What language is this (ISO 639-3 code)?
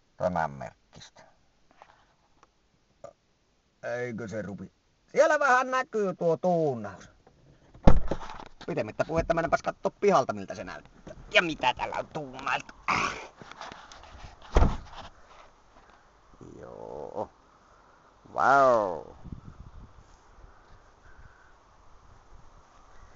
fin